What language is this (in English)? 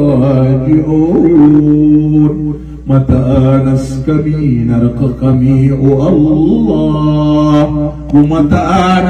Maranao